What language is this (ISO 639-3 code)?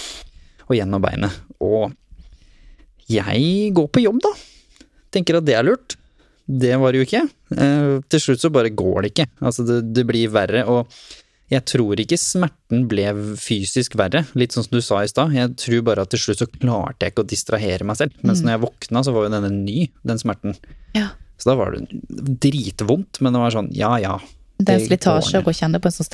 nor